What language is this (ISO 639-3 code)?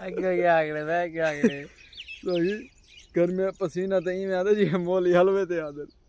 skr